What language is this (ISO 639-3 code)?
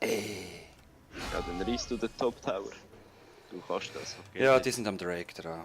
gsw